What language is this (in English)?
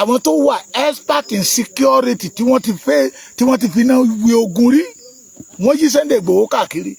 Yoruba